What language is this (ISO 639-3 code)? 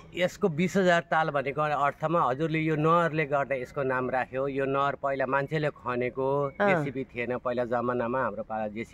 nep